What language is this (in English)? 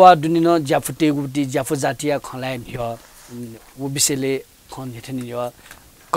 Newari